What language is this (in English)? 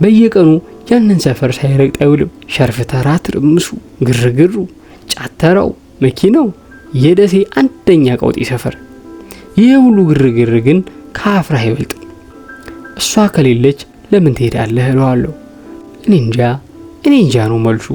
Amharic